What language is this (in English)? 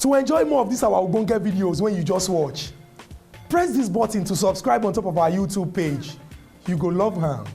Nigerian Pidgin